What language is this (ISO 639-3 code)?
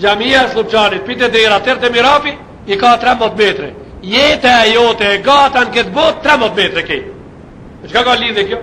sqi